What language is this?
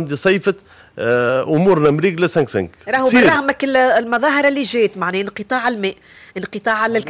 Tunisian Arabic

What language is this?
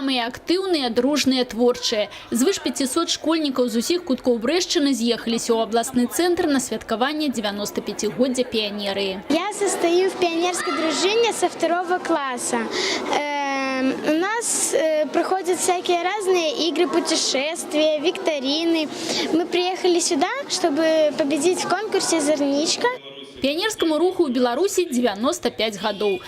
Belarusian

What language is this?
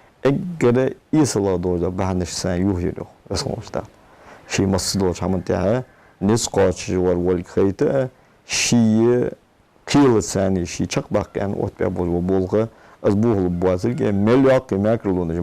Ingush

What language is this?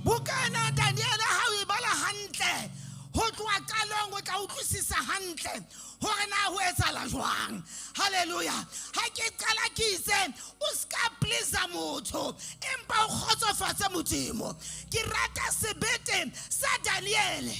Southern Sotho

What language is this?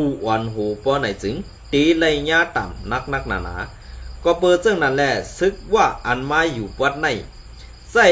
Shan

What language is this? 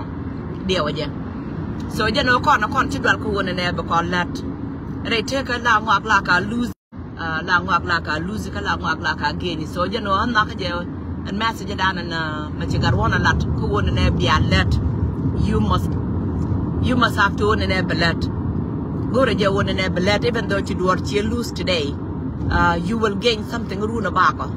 Nuer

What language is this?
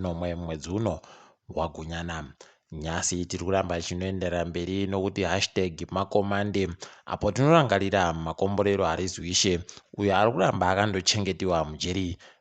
Ndau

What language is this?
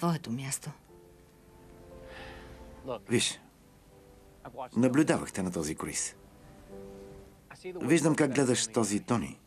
Bulgarian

